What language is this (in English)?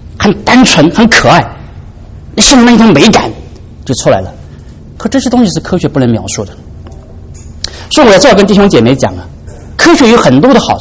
Chinese